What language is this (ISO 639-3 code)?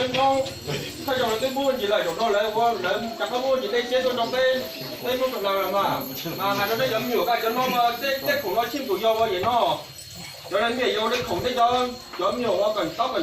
hmn